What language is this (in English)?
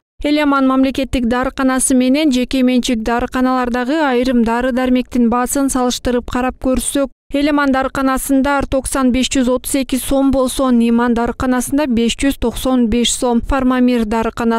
Kyrgyz